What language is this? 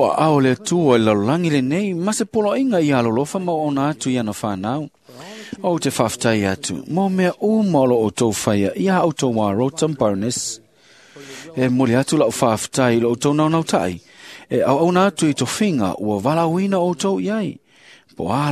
Samoan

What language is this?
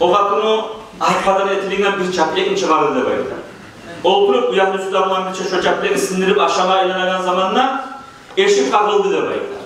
Kumyk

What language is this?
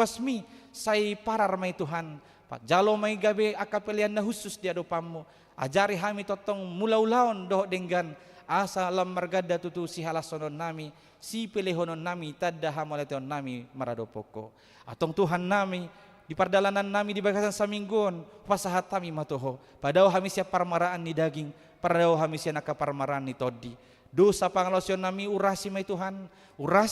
Batak Toba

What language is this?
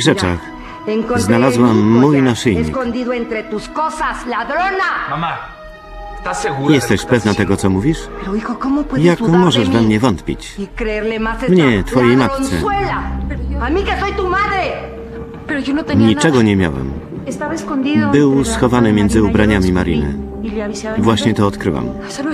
Polish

